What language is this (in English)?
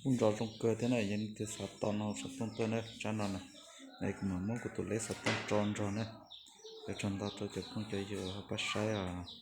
Hmong